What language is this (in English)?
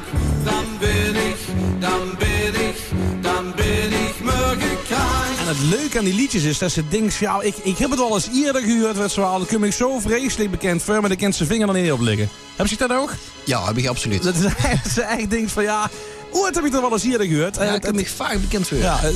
Limburgish